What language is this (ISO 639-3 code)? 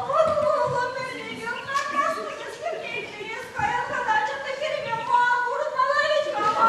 chv